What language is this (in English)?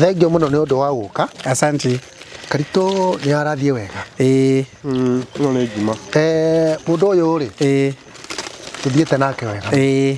Kikuyu